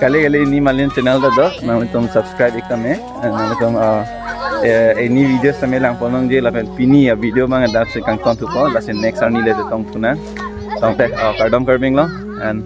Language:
Karbi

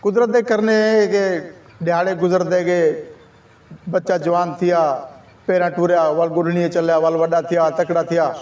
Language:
Saraiki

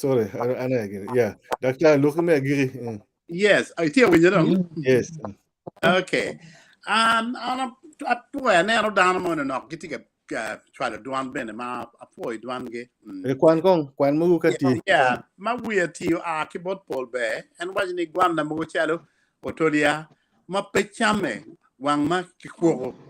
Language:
Acoli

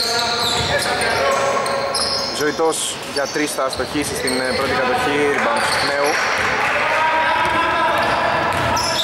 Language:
Greek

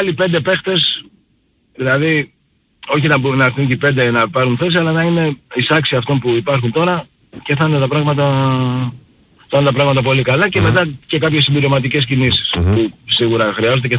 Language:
Greek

